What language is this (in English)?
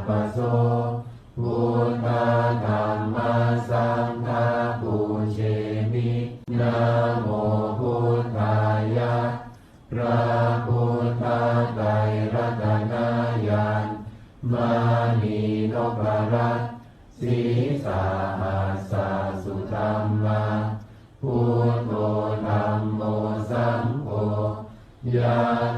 Pali